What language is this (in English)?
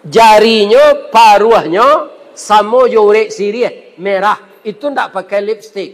Minangkabau